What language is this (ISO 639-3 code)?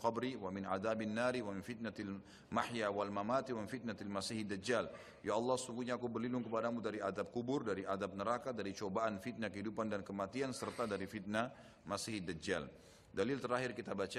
ind